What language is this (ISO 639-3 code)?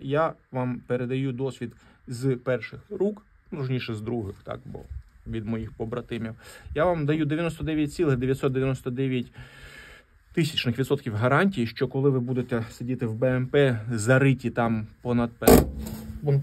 ukr